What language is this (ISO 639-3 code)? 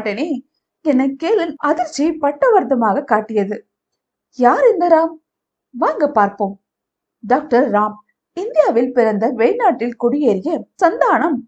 tam